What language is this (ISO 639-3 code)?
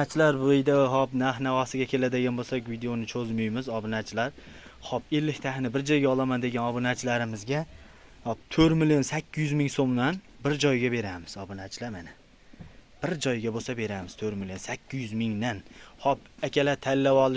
uzb